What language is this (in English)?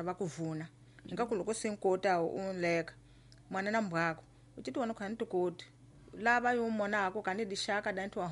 Tsonga